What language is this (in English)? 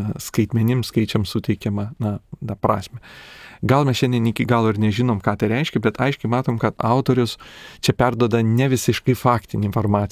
Lithuanian